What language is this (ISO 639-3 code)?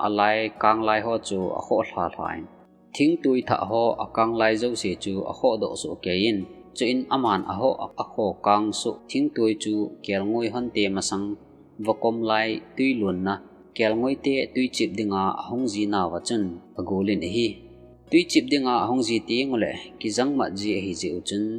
tcz